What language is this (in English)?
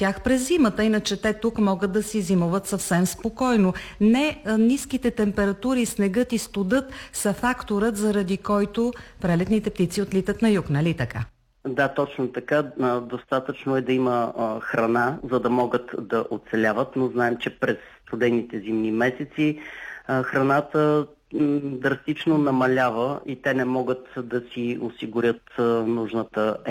Bulgarian